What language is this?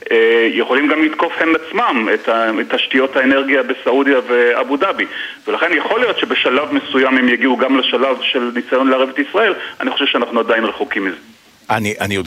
Hebrew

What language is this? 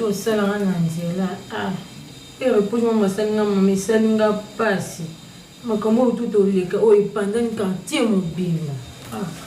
Lingala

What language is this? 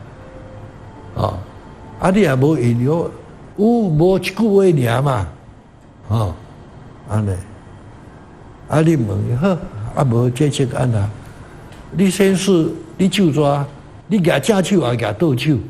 Min Nan Chinese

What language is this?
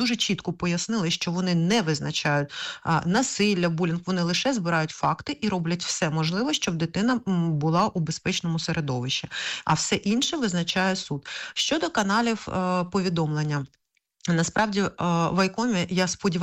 Ukrainian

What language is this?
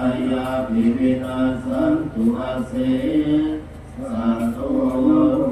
Pali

